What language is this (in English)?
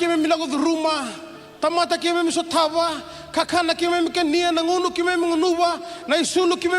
Fijian